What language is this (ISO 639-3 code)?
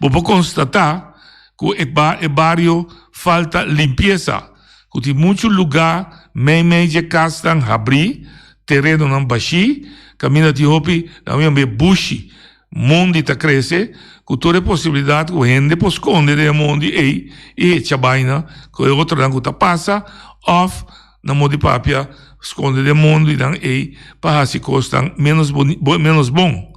pap